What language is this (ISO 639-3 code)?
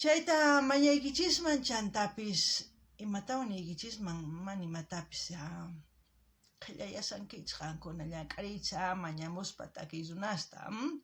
quh